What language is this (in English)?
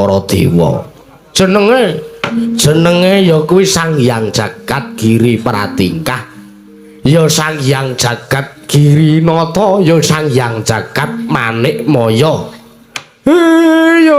Javanese